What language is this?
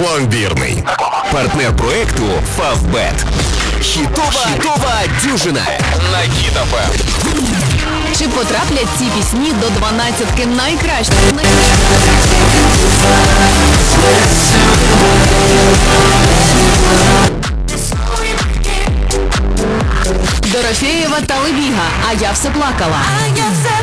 Ukrainian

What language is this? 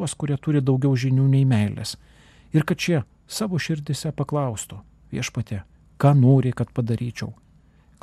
Lithuanian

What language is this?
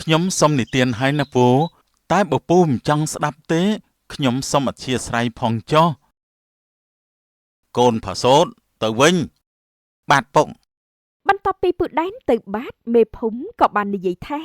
Khmer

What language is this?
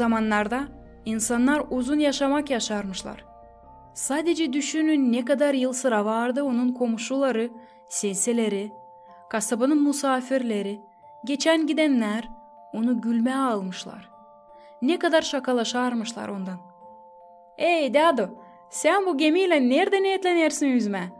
Gagauz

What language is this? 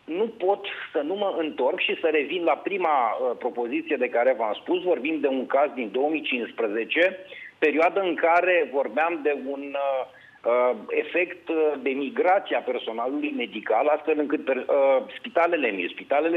Romanian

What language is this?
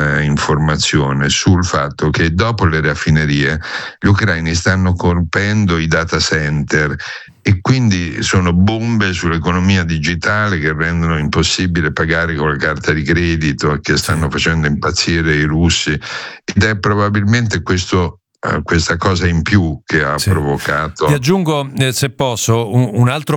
Italian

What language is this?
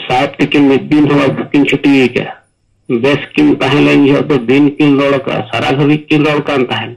Santali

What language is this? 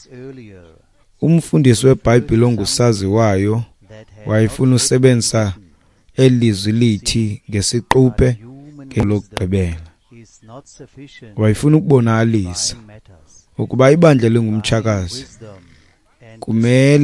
Xhosa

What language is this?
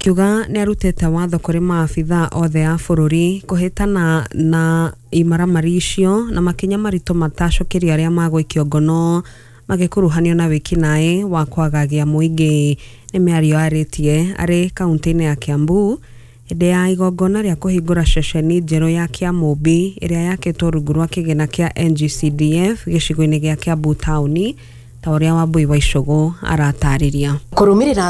Kikuyu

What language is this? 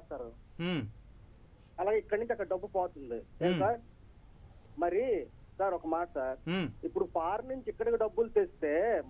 Telugu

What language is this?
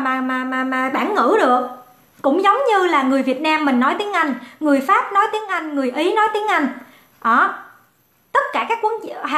Vietnamese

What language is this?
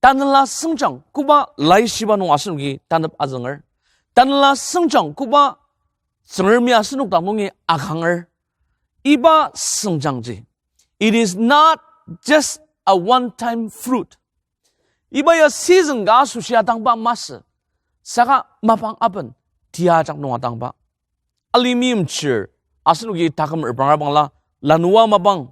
Ao Naga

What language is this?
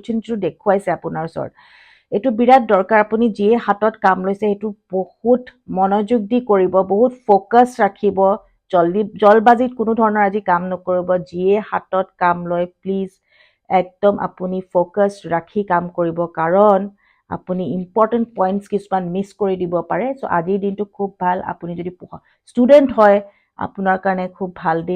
Assamese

